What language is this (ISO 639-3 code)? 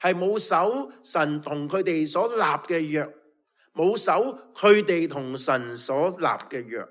yue